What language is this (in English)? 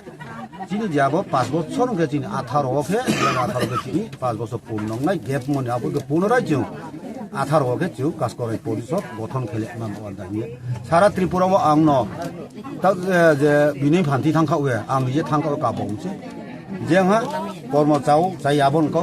Riang (India)